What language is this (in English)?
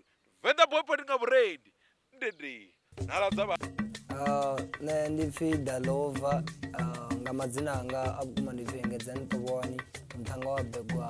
Venda